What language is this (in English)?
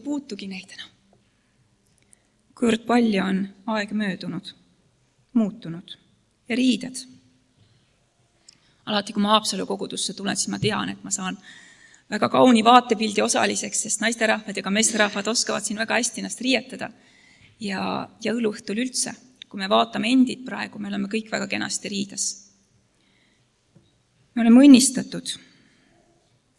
Estonian